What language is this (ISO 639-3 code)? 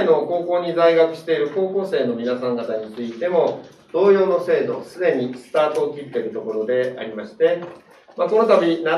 jpn